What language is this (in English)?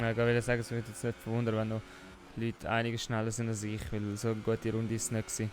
Swiss German